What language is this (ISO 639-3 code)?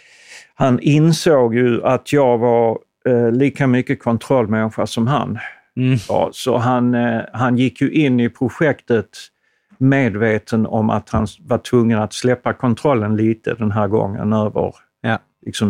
swe